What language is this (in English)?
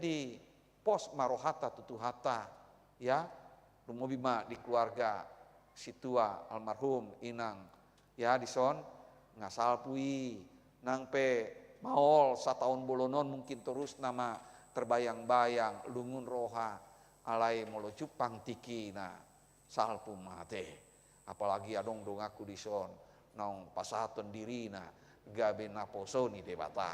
Batak Toba